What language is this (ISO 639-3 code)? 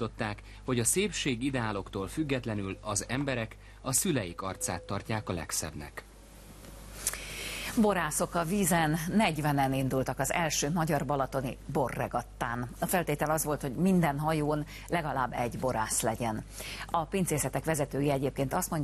hun